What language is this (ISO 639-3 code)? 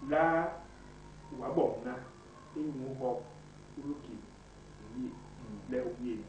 bas